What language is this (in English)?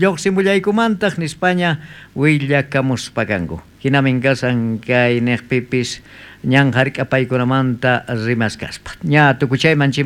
South Bolivian Quechua